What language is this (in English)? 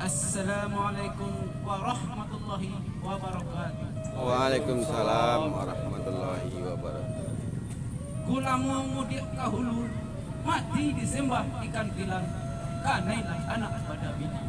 Minangkabau